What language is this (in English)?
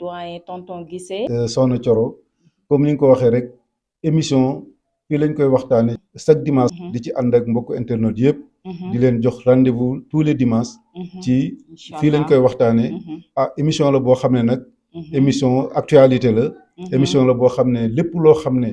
Wolof